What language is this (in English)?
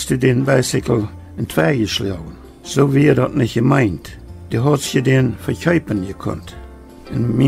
Plautdietsch